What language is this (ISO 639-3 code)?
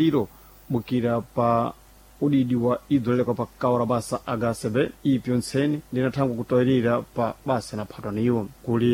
seh